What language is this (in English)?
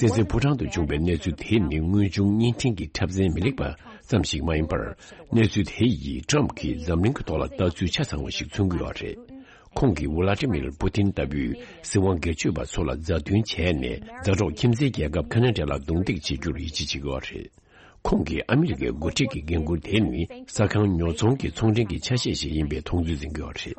Tibetan